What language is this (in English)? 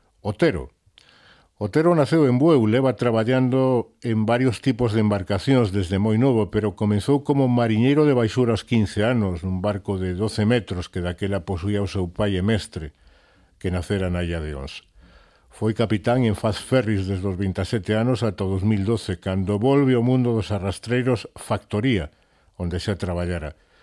Galician